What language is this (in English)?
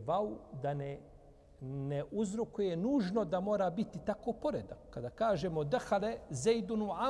Bosnian